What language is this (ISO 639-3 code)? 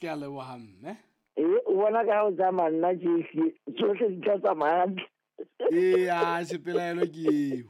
sot